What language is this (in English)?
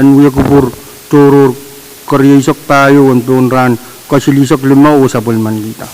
Pohnpeian